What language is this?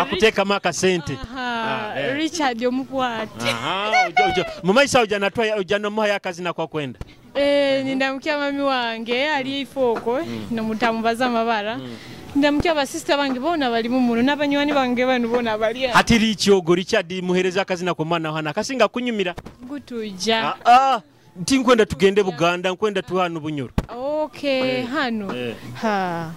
Nyoro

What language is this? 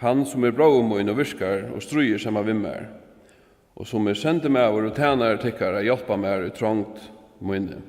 Faroese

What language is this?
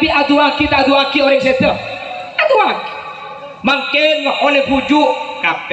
Madurese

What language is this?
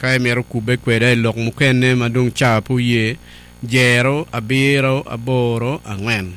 Acoli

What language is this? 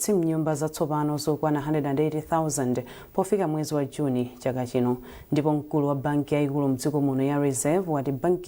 Nyanja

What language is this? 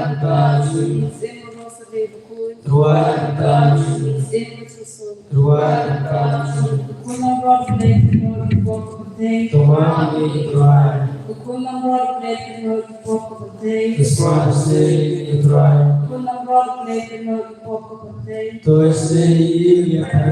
Khasi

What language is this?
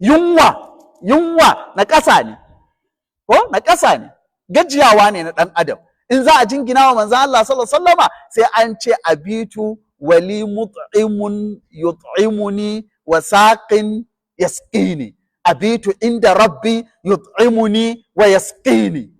Hausa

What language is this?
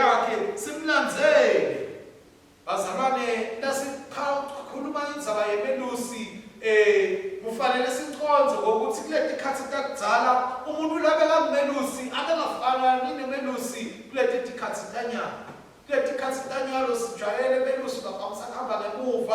Swati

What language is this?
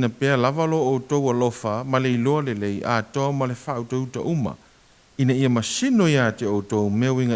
Samoan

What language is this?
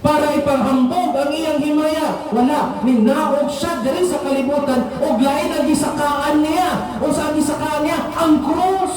Cebuano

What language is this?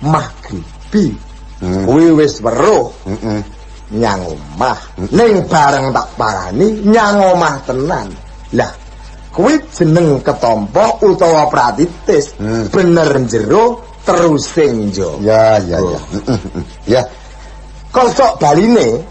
Javanese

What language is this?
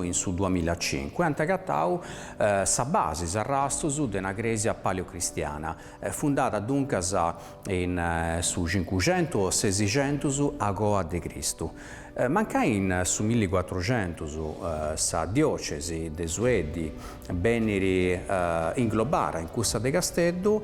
Sardinian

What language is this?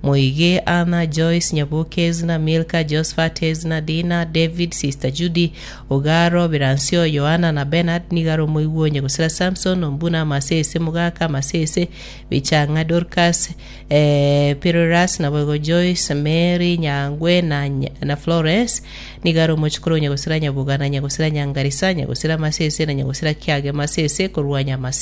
Gusii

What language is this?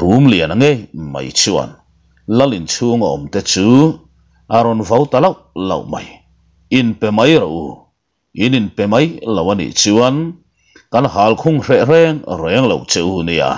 Mizo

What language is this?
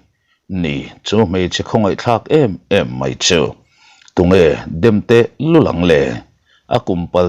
Mizo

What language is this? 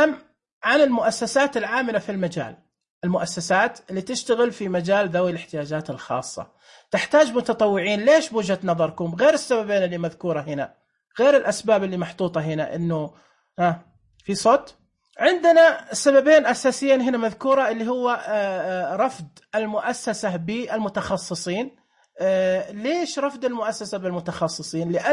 Najdi Arabic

